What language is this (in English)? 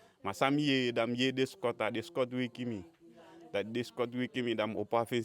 Eastern Maroon Creole